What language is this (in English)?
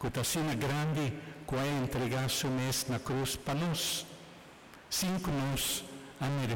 Papiamento